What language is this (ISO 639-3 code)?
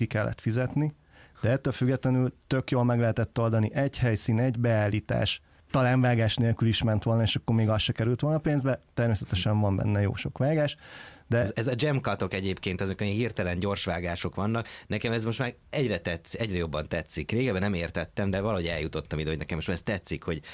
hun